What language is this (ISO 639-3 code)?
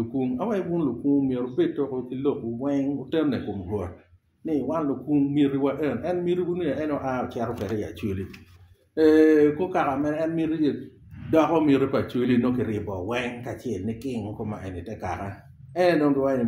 ach